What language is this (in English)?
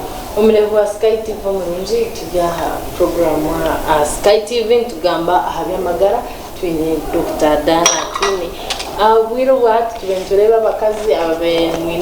Nyankole